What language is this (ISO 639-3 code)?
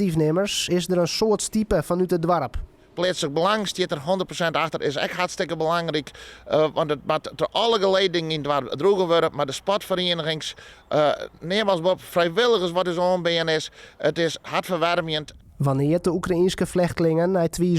fry